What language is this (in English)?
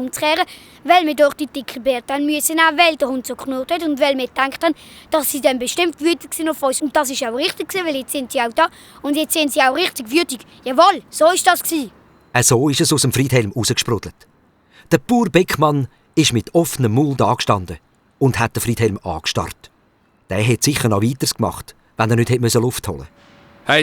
Swiss German